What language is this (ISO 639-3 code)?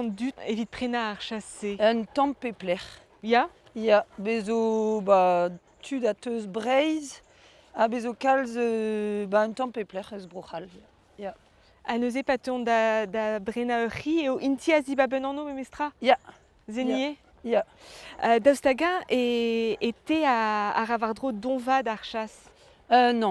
bre